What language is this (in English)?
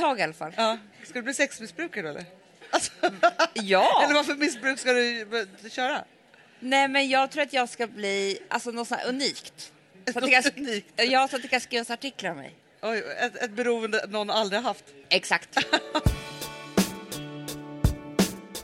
Swedish